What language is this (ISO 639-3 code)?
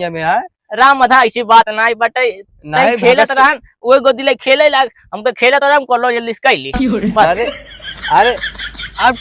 awa